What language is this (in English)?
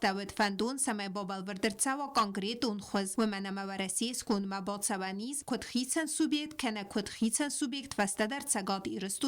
Ossetic